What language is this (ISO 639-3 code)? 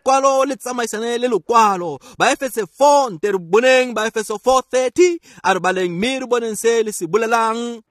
tsn